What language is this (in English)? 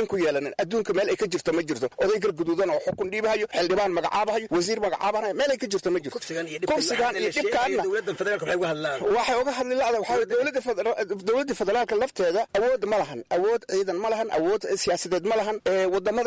Somali